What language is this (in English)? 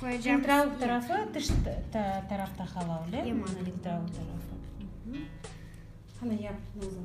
Crimean Tatar